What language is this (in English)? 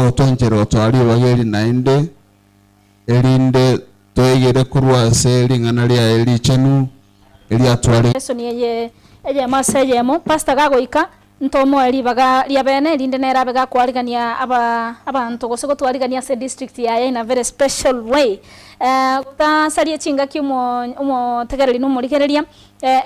Gusii